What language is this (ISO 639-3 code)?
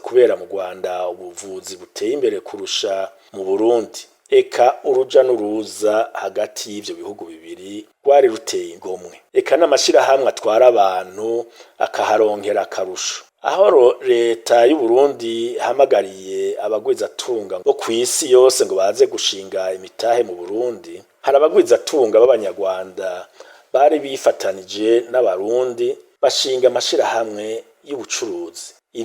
run